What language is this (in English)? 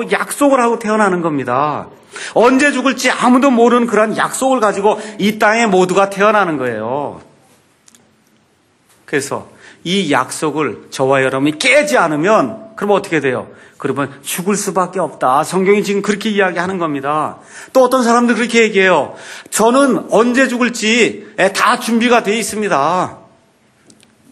Korean